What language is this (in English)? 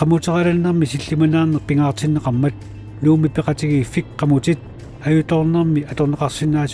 Kalaallisut